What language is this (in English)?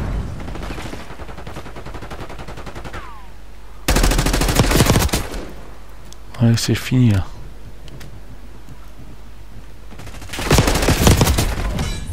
French